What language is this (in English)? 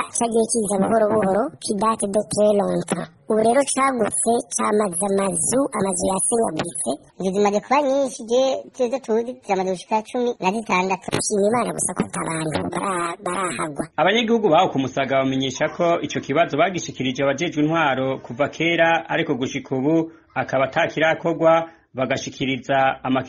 Rundi